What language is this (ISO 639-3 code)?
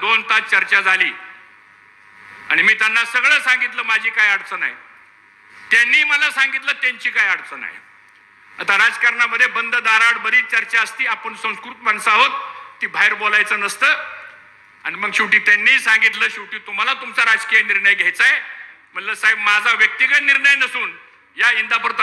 mar